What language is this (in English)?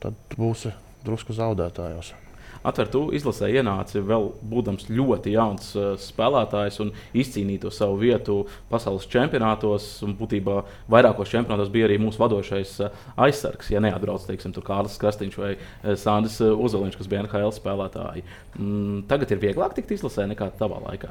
Latvian